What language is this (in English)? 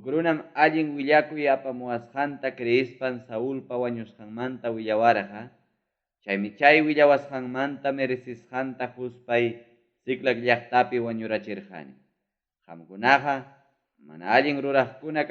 Ayacucho Quechua